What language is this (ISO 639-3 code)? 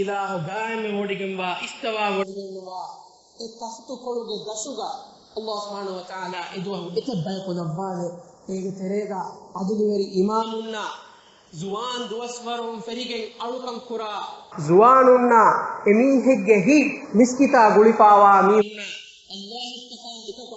div